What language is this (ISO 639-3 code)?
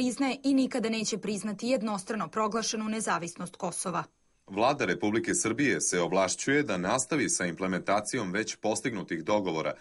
srp